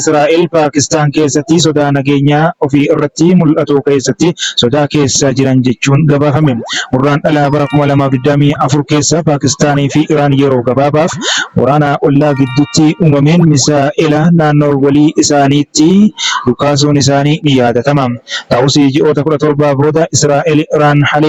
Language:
Oromo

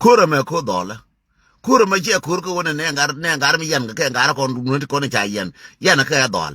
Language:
Nuer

